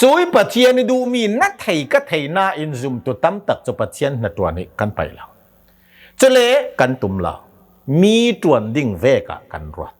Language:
Hakha Chin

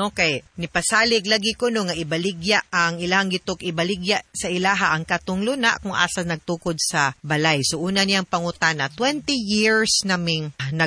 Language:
Cebuano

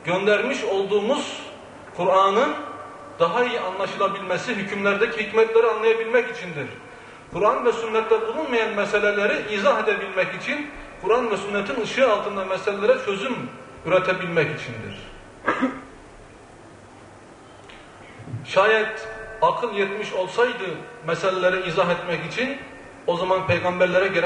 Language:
Turkish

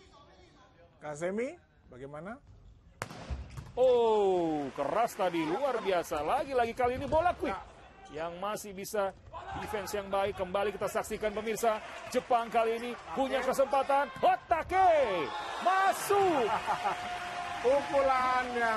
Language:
Indonesian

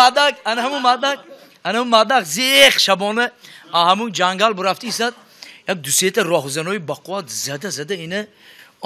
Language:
Tajik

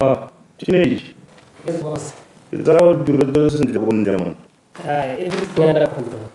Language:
Tswana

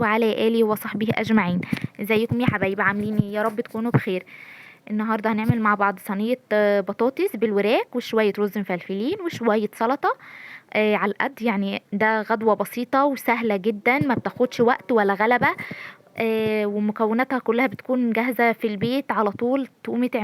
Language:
Egyptian Arabic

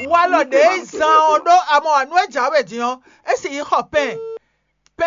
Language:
Fon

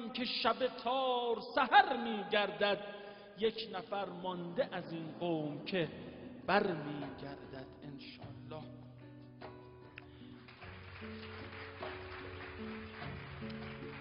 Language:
Persian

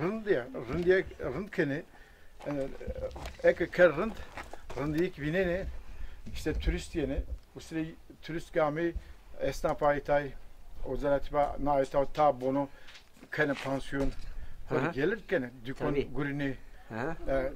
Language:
Zaza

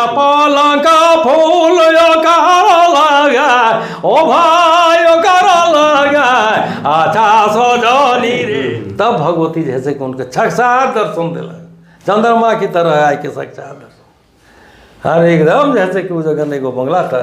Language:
Sadri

